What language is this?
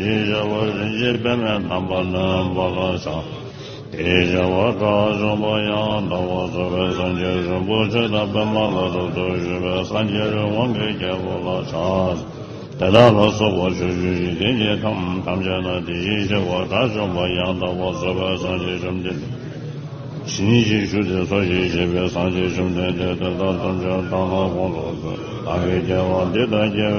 Tibetan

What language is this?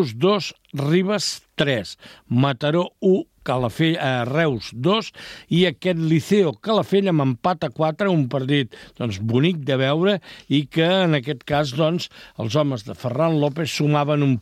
Catalan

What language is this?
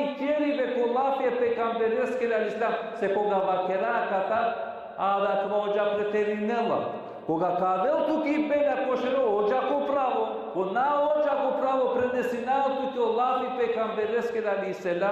Balkan Romani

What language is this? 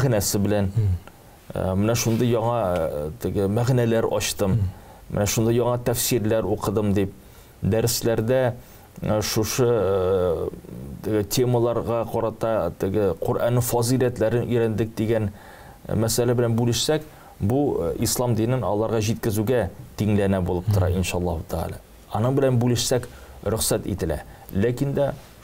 Tatar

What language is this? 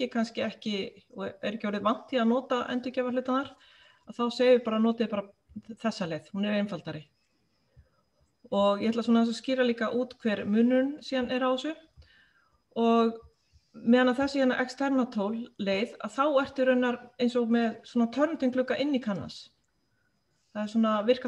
Icelandic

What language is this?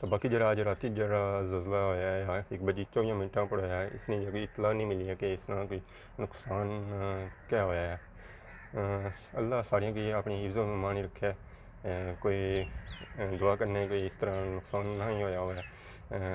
Pahari-Potwari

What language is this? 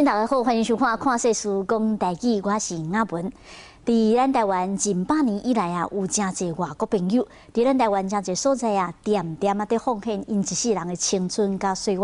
Min Nan Chinese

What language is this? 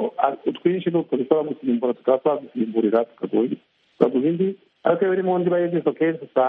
Kinyarwanda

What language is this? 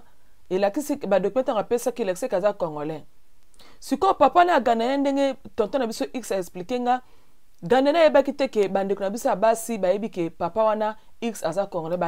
Lingala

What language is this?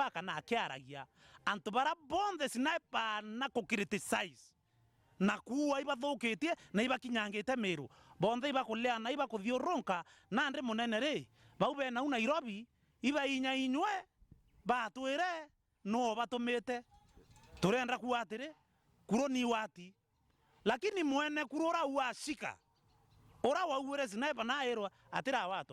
Meru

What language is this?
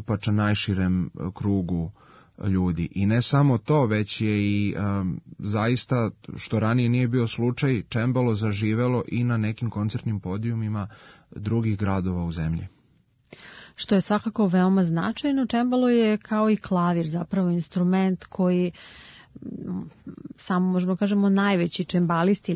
Serbian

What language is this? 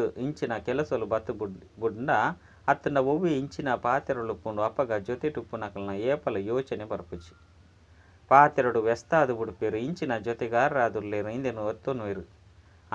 Tulu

